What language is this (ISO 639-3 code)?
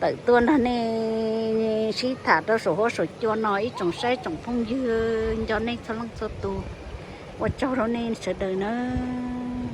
hmn